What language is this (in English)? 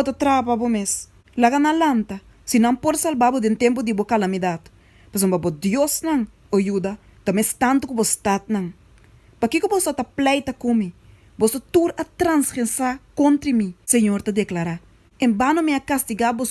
Papiamento